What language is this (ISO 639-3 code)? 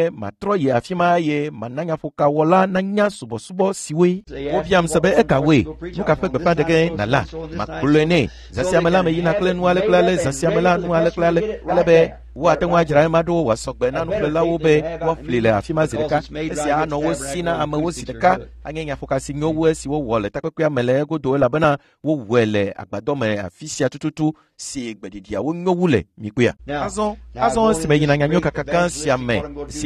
ewe